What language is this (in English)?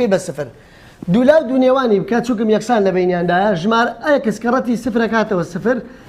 Central Kurdish